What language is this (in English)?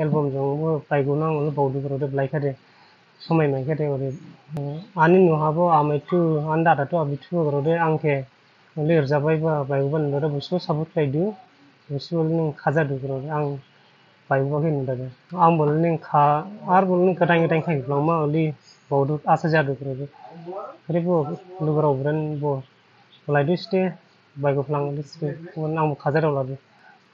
Dimasa